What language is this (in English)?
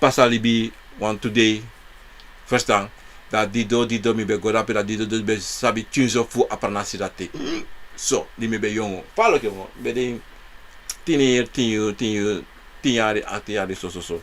Sranan Tongo